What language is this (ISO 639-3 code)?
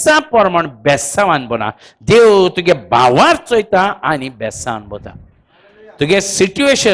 kok